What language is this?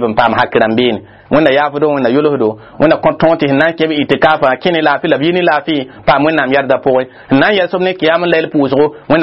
Mossi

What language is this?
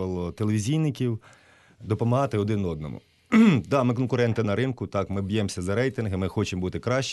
Ukrainian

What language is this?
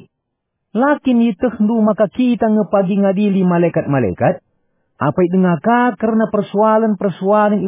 Batak Karo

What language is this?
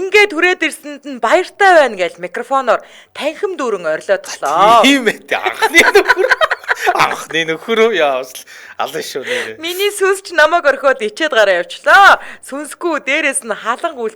Mongolian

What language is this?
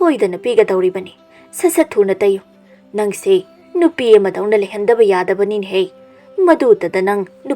Manipuri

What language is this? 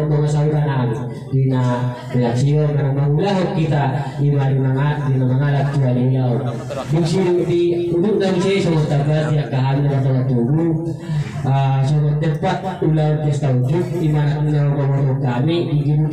Batak Toba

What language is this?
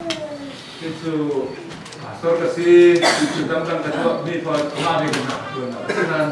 Falam Chin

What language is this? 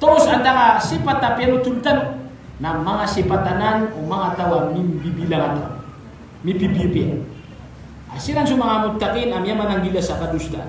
Maranao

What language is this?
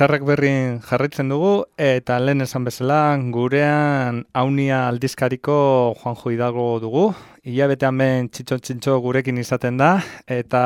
Basque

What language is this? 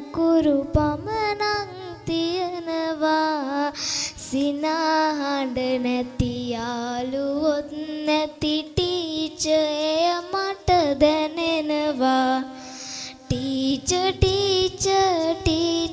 Sinhala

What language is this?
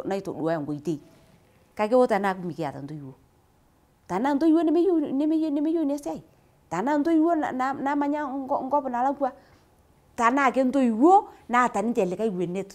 Masai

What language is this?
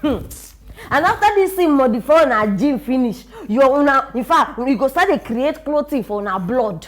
Nigerian Pidgin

